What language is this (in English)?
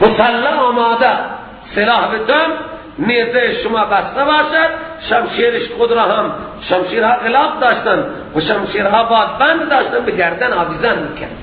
Persian